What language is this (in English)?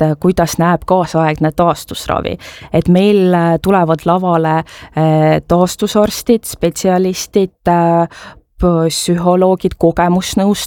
Estonian